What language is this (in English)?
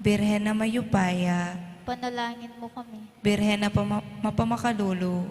Pampanga